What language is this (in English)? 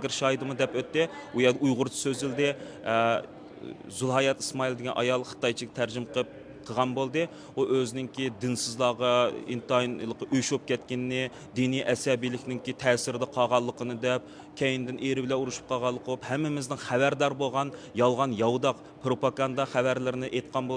Uyghur